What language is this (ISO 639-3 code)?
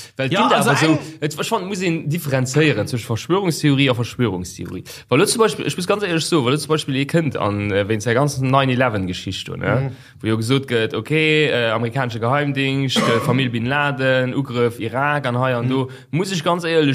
ltz